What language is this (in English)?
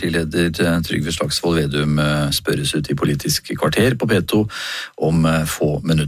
Norwegian